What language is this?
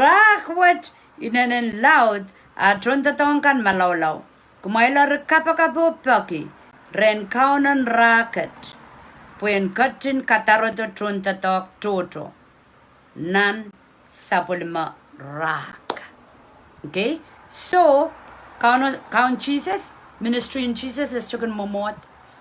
Pohnpeian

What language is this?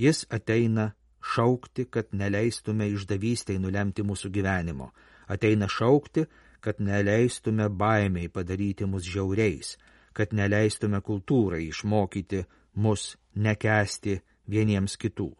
Lithuanian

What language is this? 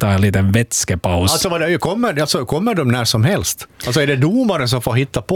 Swedish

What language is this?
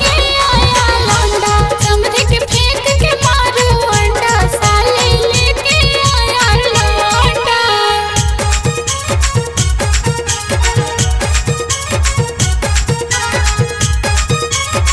Bhojpuri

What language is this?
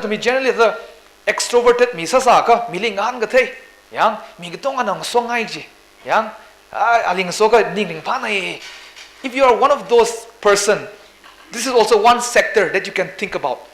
Tangkhul Naga (India)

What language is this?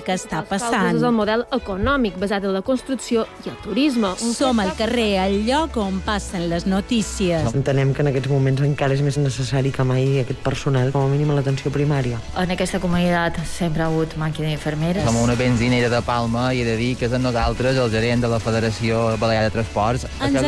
Catalan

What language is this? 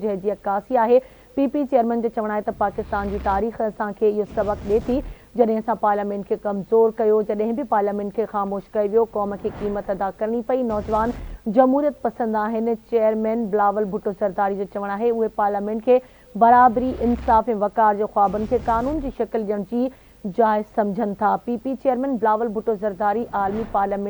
Sindhi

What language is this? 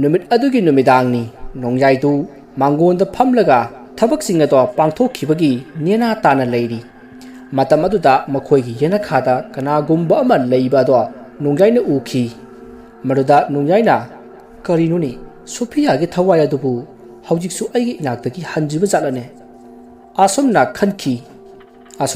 Manipuri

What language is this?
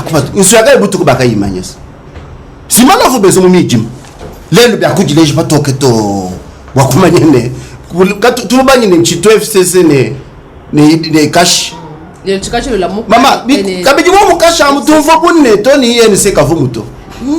Luba-Lulua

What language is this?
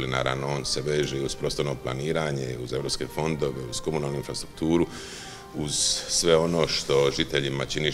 Croatian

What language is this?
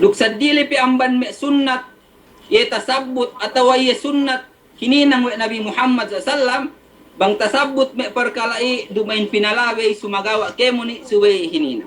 Yakan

